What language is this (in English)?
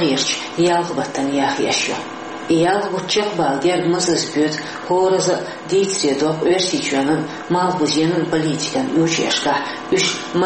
Chechen